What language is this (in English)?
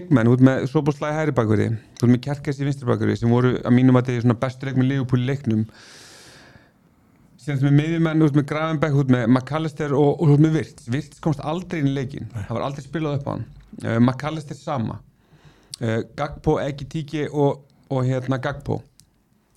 Icelandic